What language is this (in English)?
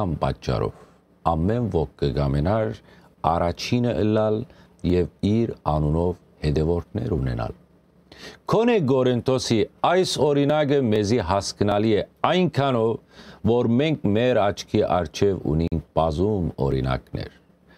Western Armenian